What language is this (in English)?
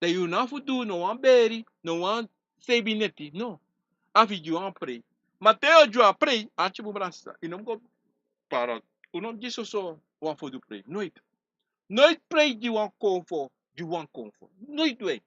Sranan Tongo